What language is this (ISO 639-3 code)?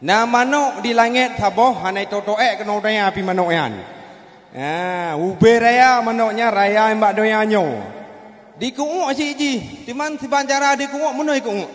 ace